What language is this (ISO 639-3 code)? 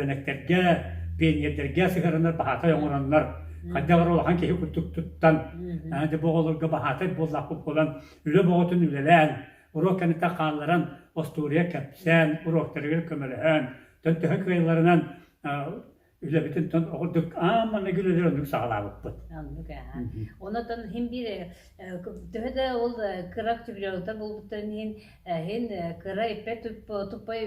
sah